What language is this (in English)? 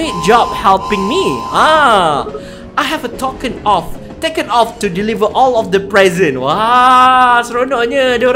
Malay